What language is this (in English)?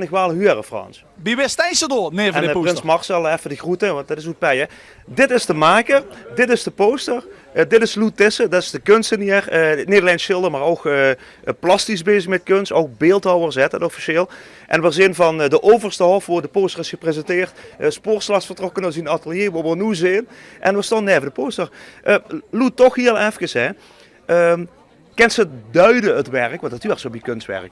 Limburgish